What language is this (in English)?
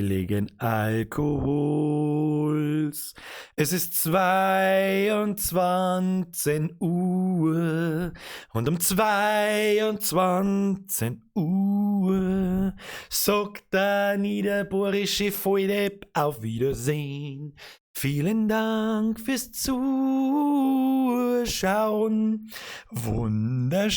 Bavarian